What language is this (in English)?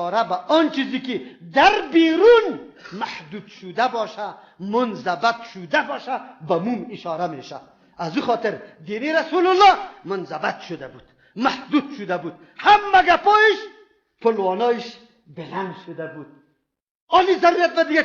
Persian